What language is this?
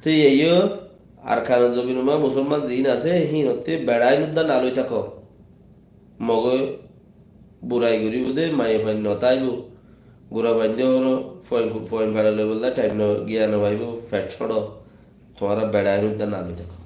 Rohingya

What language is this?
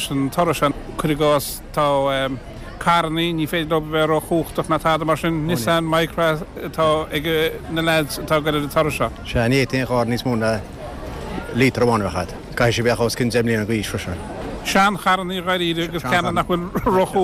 Irish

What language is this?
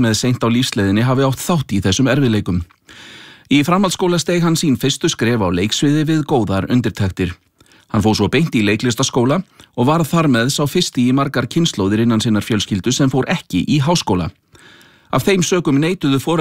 Icelandic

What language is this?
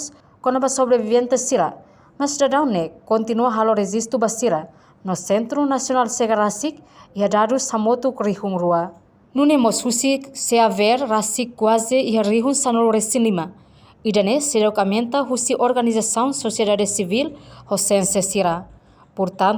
Tetum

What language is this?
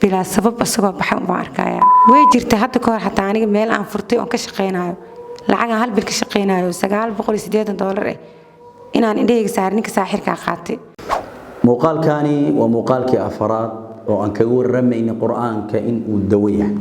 Somali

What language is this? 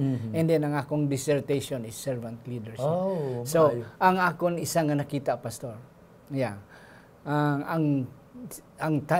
Hiligaynon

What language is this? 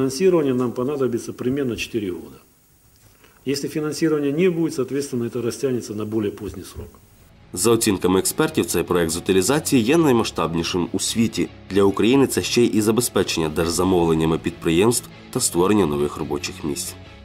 Ukrainian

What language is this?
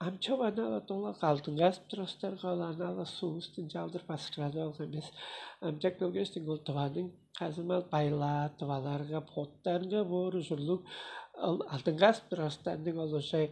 Tuvinian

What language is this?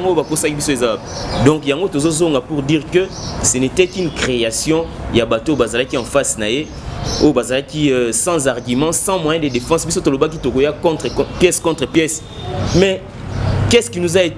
Lingala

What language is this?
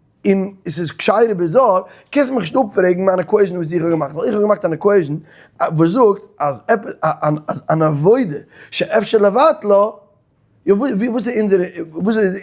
Yiddish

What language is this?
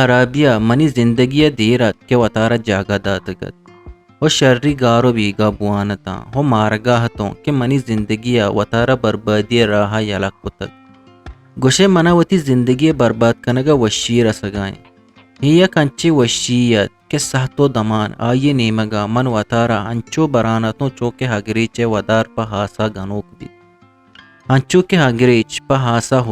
Eastern Balochi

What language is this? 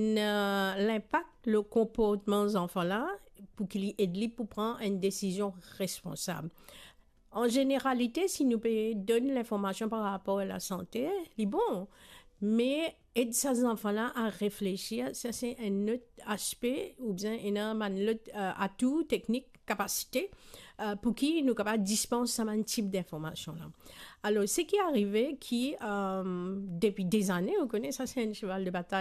Morisyen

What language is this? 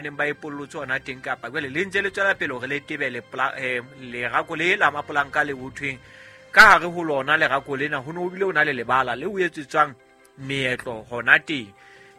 Southern Sotho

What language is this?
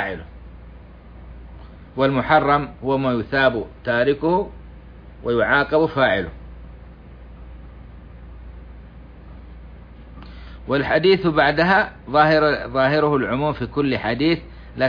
Arabic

